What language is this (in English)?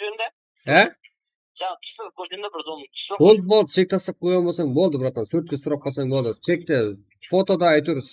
Kara-Kalpak